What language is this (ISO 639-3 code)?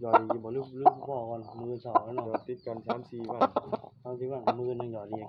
tts